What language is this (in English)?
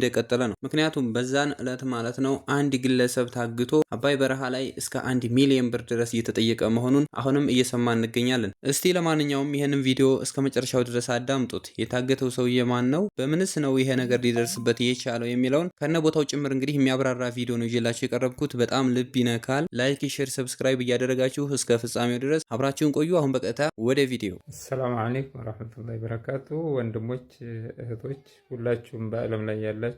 Amharic